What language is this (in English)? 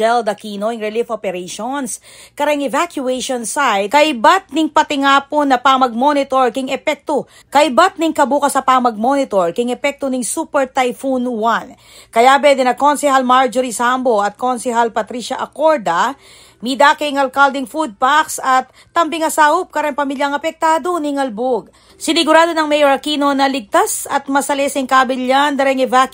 Pampanga